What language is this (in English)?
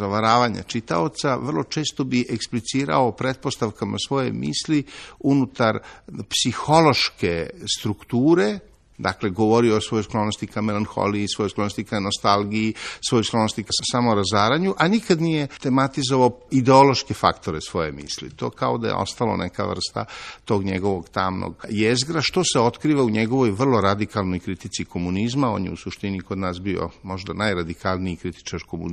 Serbian